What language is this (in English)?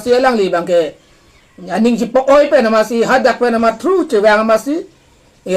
Karbi